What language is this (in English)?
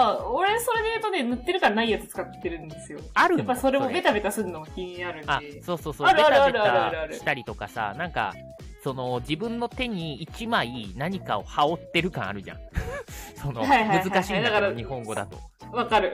Japanese